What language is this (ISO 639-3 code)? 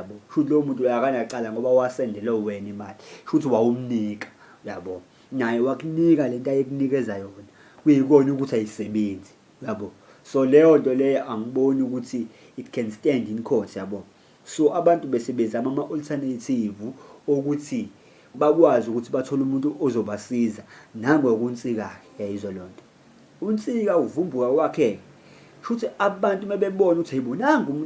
zul